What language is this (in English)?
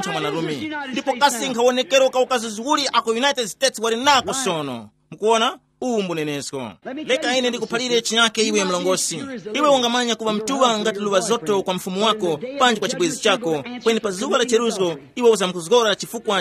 Tumbuka